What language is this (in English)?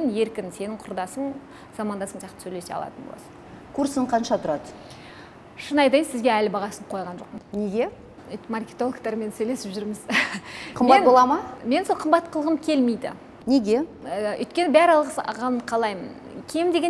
Kazakh